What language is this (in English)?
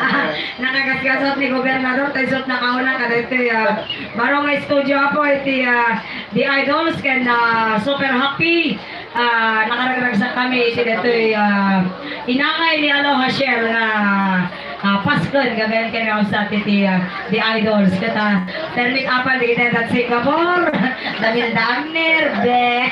Iloko